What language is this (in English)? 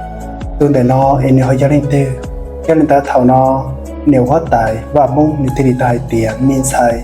Hmong